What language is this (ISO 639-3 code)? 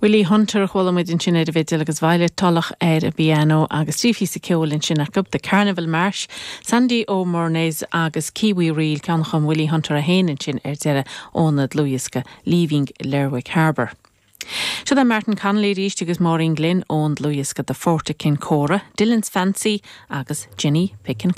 gle